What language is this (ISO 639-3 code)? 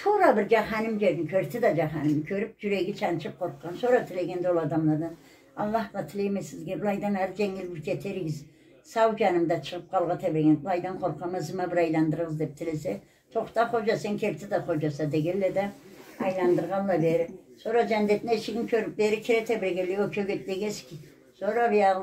krc